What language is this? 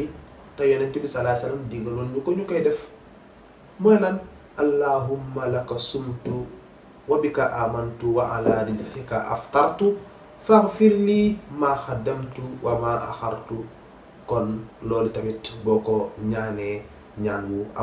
Wolof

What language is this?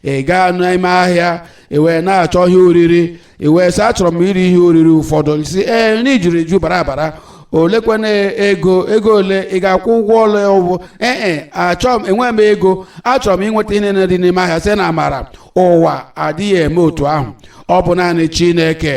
Igbo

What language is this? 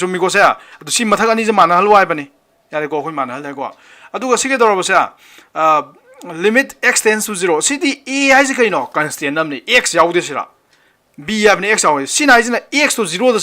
Manipuri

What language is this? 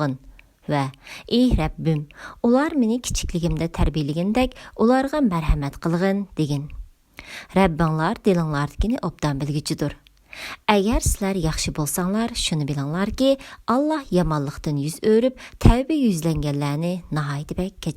Uyghur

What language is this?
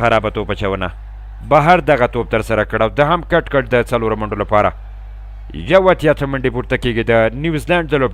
Pashto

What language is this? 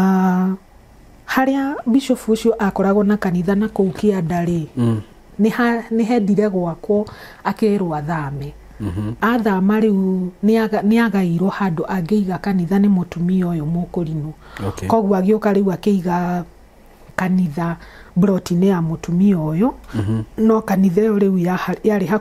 Kikuyu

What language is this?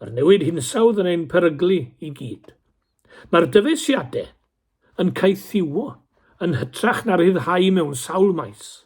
Welsh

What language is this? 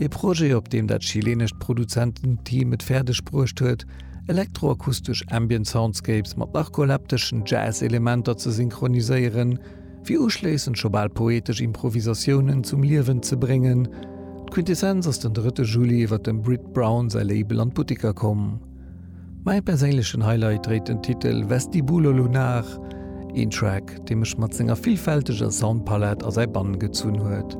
Luxembourgish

